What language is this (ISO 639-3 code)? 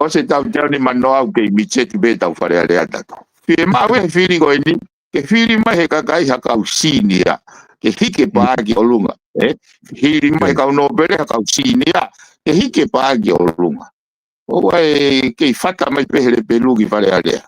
ton